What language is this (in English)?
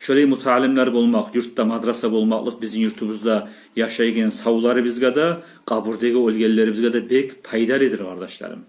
Kumyk